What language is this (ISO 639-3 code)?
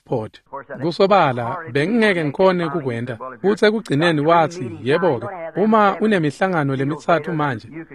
ssw